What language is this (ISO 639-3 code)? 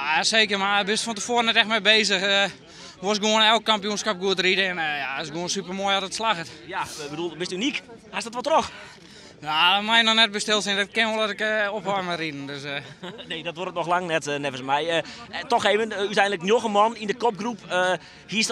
fry